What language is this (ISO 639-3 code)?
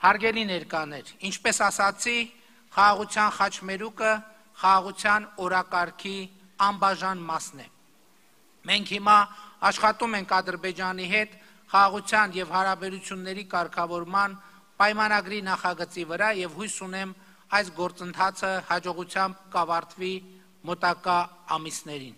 hye